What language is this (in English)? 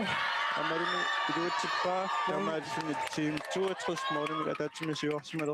Kalaallisut